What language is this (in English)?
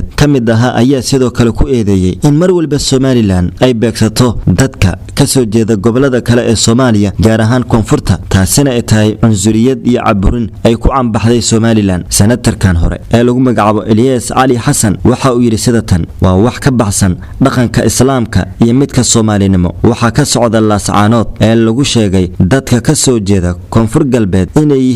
Somali